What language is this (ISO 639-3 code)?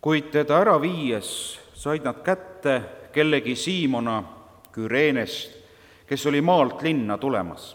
est